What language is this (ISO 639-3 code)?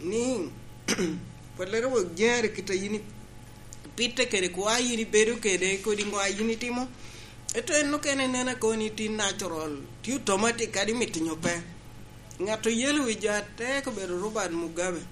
laj